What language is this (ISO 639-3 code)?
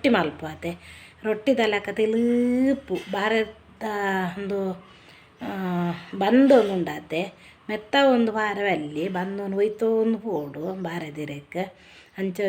tcy